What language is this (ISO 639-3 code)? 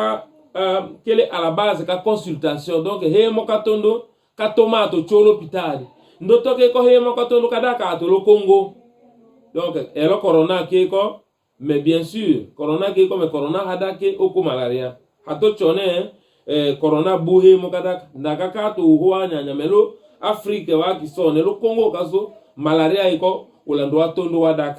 tll